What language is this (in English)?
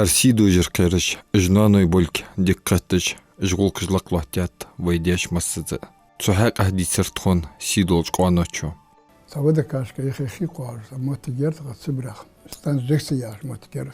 Ingush